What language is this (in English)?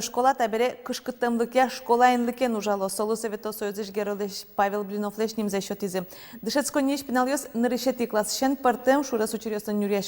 Udmurt